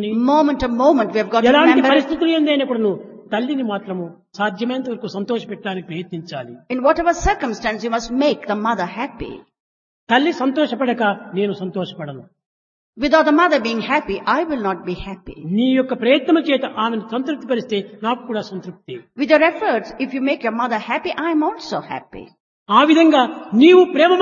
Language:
Telugu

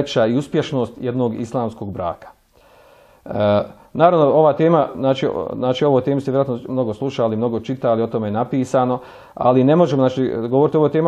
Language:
Bosnian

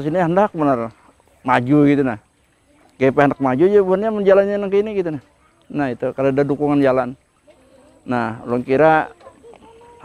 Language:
Banjar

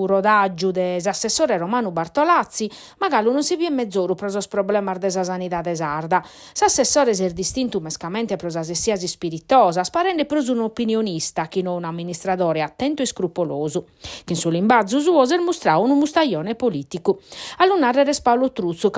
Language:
Sardinian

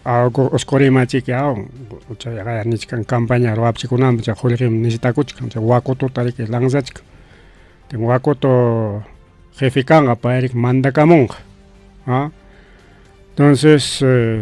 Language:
Ayacucho Quechua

